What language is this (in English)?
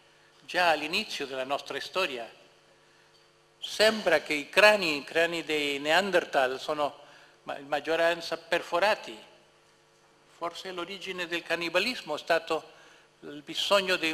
Italian